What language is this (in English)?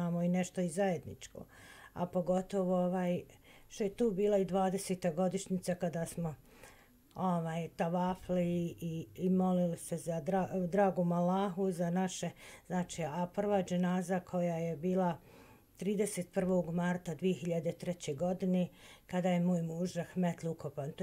Bosnian